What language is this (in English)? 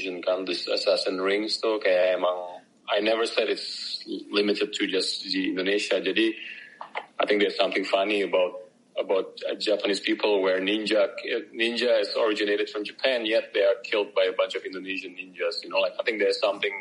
Indonesian